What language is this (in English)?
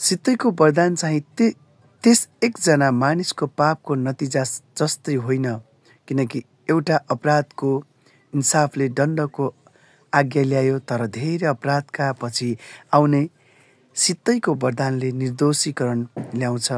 Nepali